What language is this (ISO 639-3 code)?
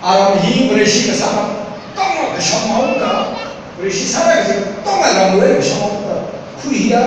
nmf